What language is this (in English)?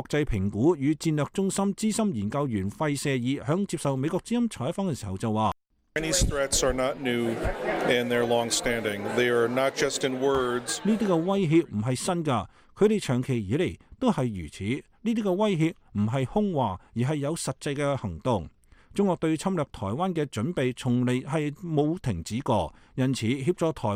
Cantonese